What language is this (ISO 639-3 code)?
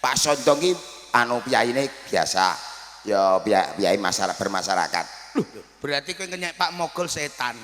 jav